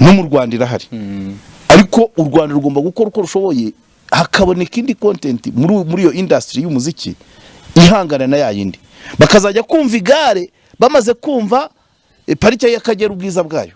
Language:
Kinyarwanda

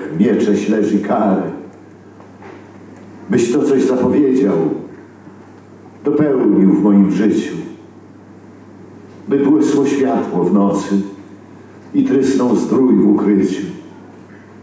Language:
Polish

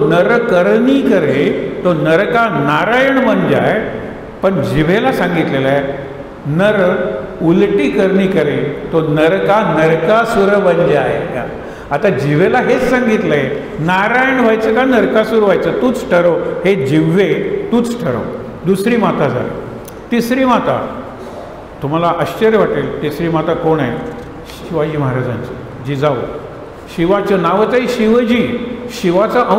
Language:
Marathi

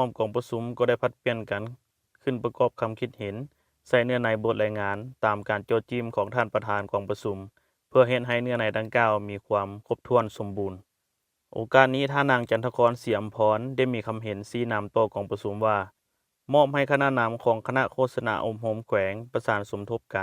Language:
Lao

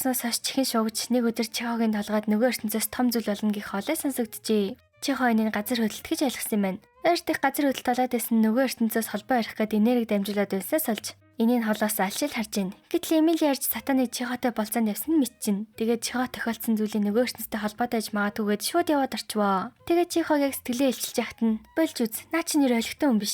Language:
Mongolian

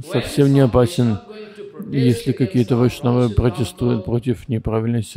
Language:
Russian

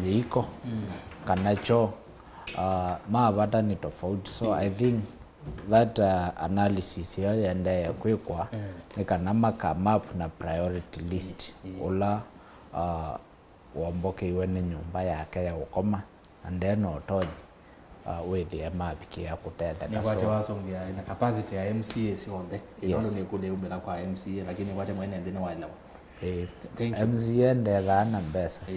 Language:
Kamba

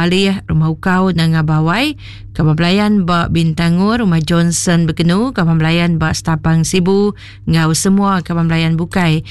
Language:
Iban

